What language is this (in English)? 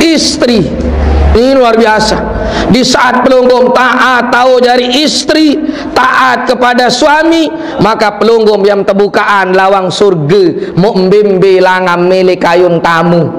Sasak